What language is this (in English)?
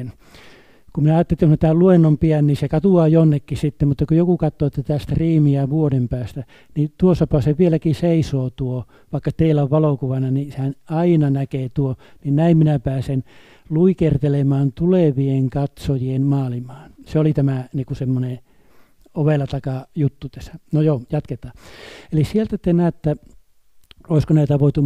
Finnish